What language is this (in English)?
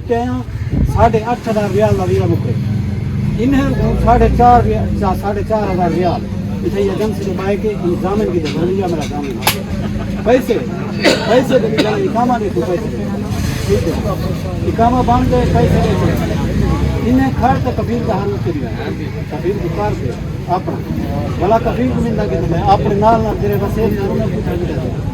Saraiki